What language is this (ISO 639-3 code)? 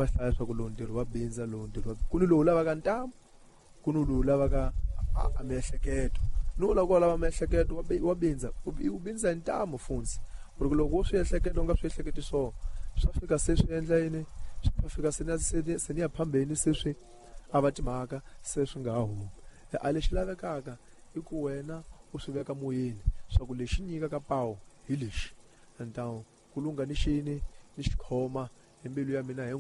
tso